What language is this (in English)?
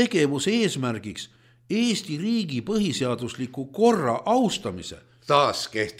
Estonian